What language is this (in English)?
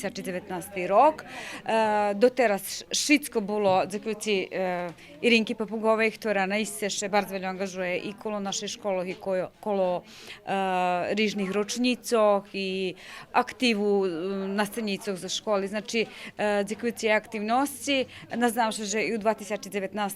Rusyn